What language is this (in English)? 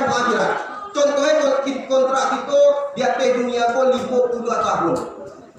Minangkabau